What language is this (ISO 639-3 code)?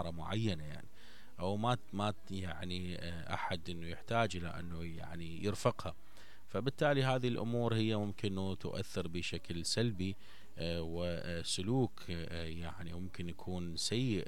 acm